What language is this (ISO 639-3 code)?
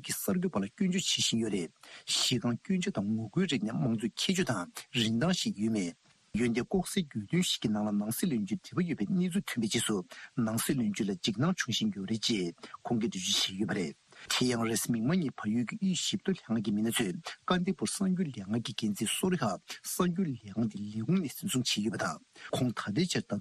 bod